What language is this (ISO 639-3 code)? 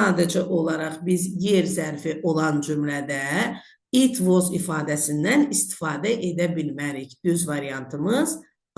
aze